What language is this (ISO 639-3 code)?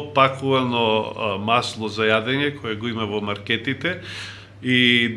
mkd